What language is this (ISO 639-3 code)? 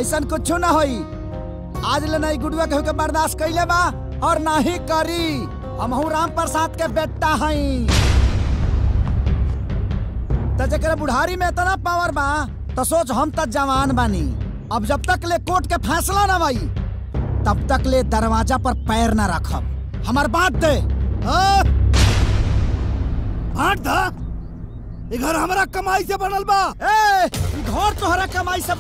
bho